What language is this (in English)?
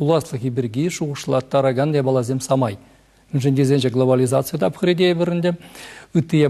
Chuvash